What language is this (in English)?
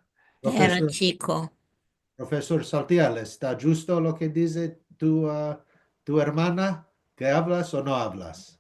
Ladino